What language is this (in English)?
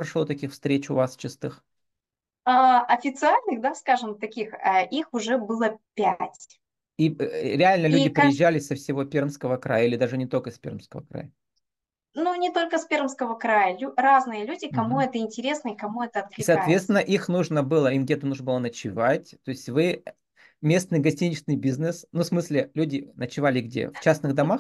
Russian